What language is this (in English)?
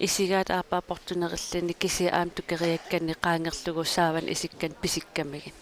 Kalaallisut